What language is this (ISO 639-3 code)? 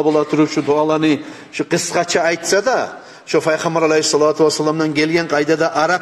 kum